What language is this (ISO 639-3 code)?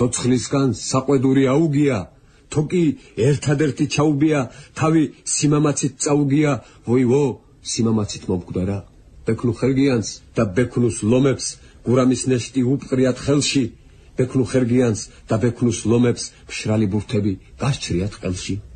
kat